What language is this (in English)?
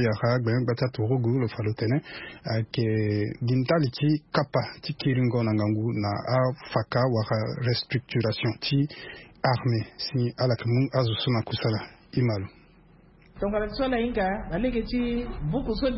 Sango